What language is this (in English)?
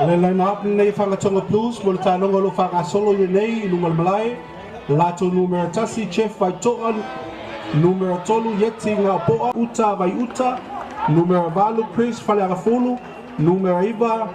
Samoan